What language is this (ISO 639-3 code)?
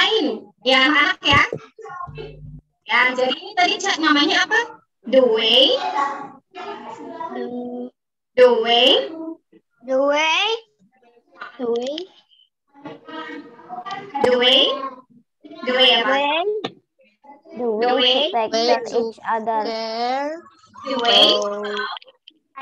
ind